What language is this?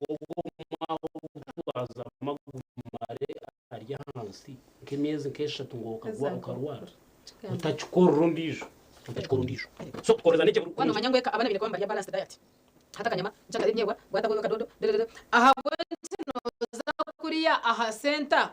Nyankole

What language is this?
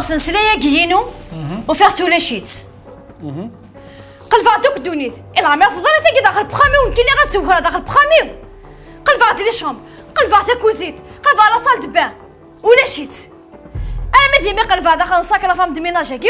Kabyle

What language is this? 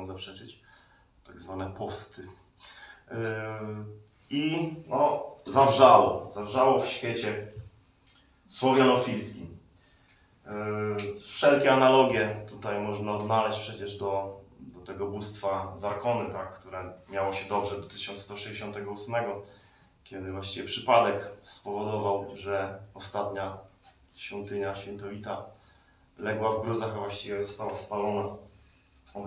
Polish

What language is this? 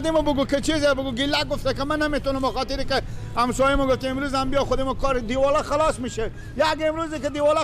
Persian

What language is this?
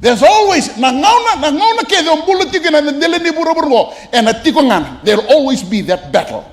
Fijian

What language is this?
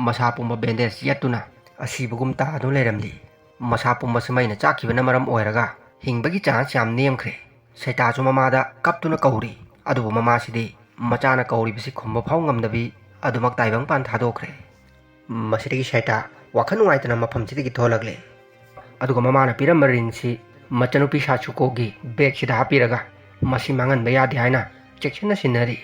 Manipuri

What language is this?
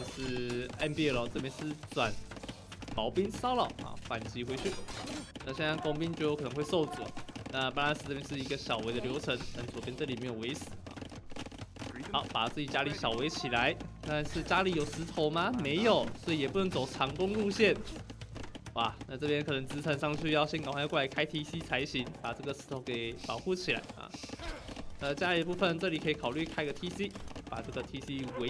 Chinese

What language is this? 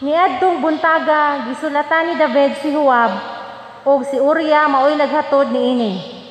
Cebuano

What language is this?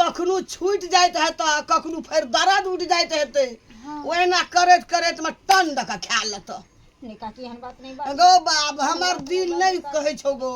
Maithili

